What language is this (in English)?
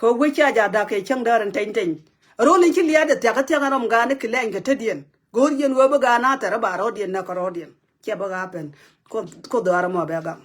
Nuer